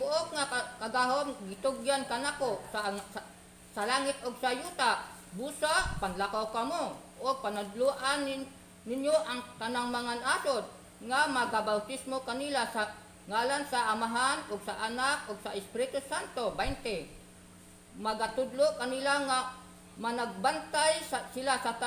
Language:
Cebuano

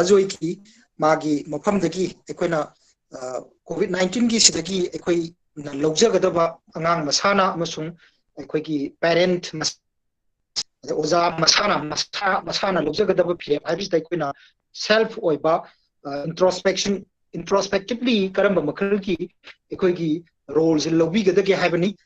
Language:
Manipuri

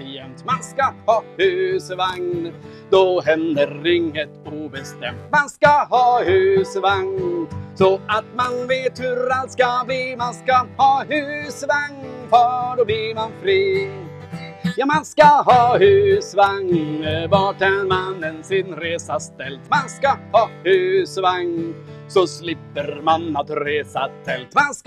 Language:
Swedish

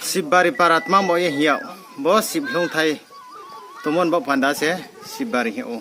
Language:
Riang (India)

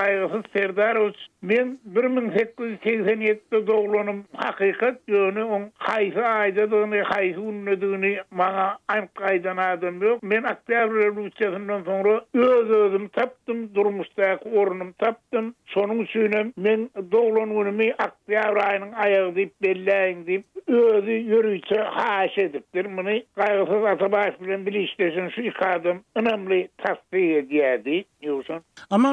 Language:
Turkmen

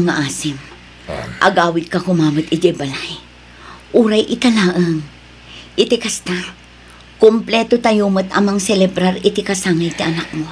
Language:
Iloko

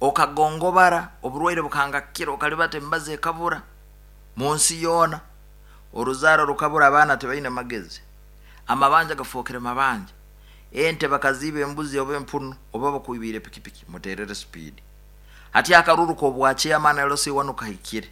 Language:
Nyoro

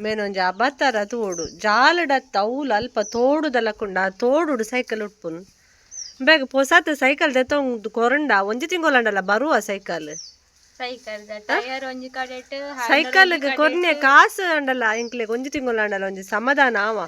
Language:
Tulu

